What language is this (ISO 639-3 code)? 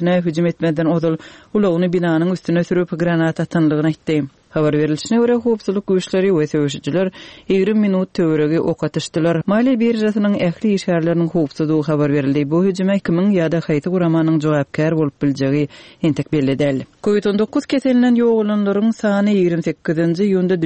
tuk